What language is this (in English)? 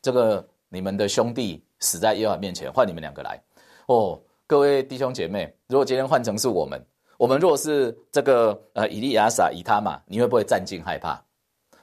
Chinese